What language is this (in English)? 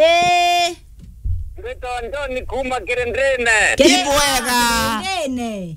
Meru